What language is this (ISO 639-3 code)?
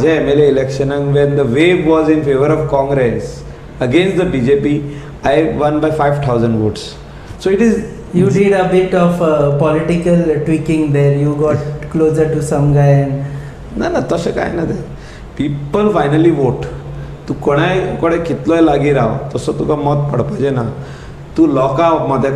kok